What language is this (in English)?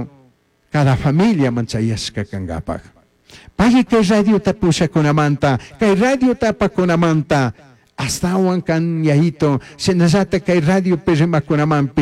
Chimborazo Highland Quichua